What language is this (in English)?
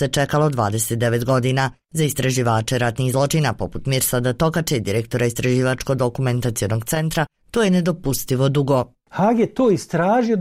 Bosnian